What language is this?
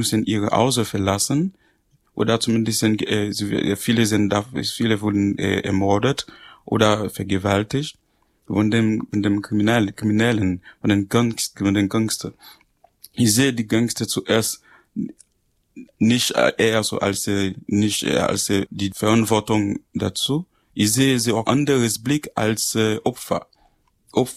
German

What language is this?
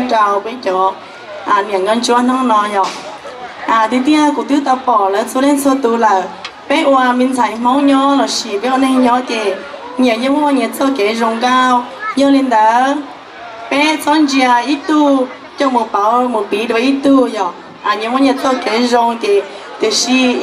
Hmong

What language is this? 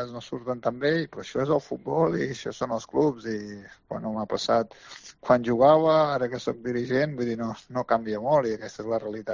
Catalan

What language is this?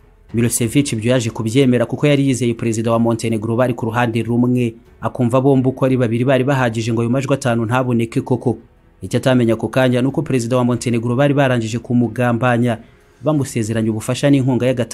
Kinyarwanda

